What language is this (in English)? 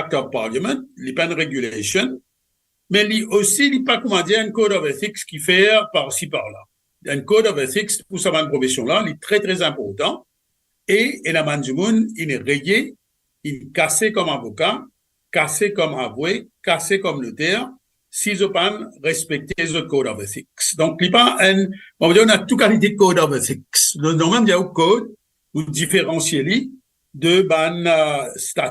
Morisyen